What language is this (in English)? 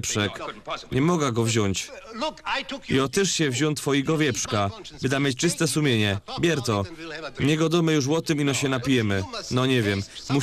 Silesian